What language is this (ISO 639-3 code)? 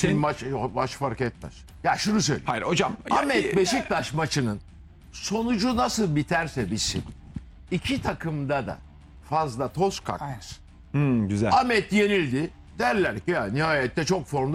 tur